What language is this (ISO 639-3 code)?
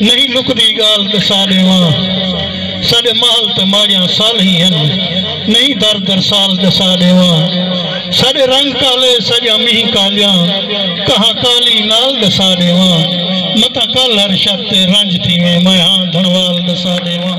skr